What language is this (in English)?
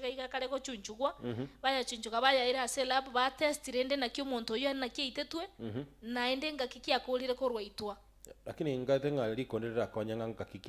Gusii